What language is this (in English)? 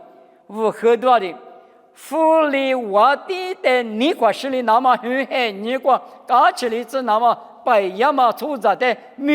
Lisu